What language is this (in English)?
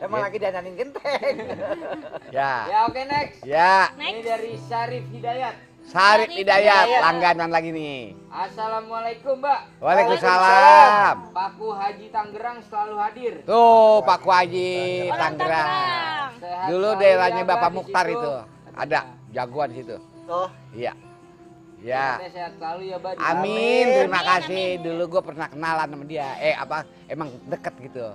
Betawi